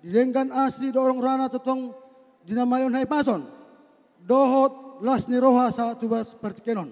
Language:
Batak Toba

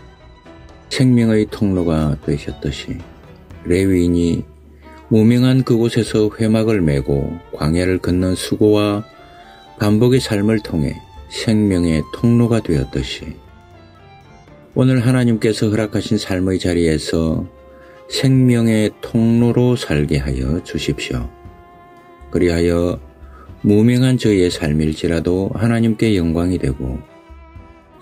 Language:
Korean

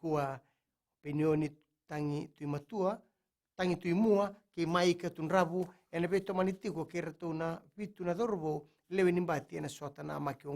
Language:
Fijian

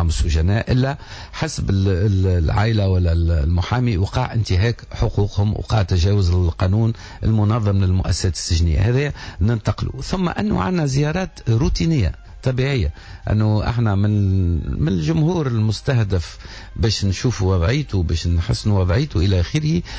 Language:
Tunisian Arabic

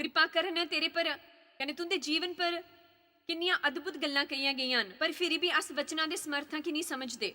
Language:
Dogri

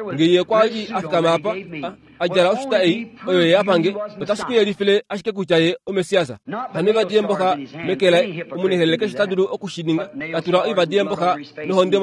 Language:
Kuanyama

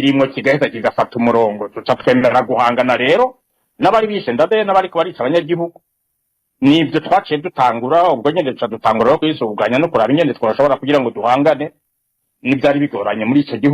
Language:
Rundi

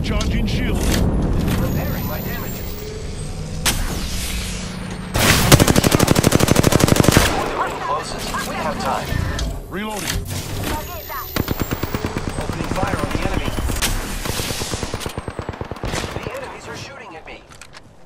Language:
English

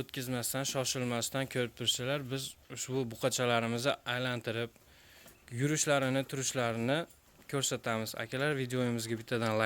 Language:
Uzbek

